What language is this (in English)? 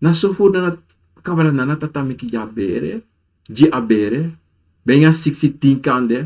Sranan Tongo